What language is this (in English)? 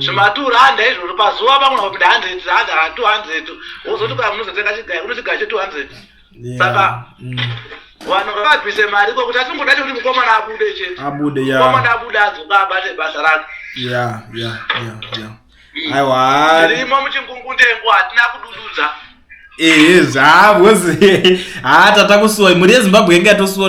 Shona